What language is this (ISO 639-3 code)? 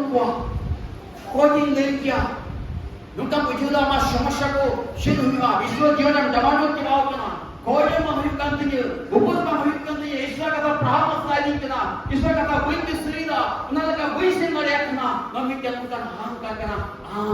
sat